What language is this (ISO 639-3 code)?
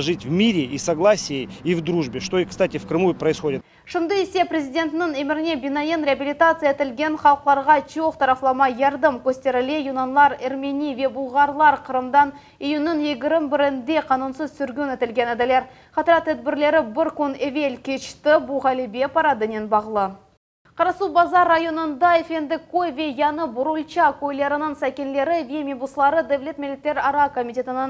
crh